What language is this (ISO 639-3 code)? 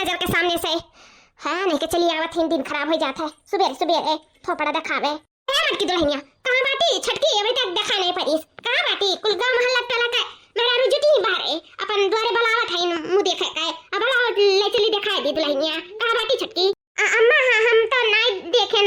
awa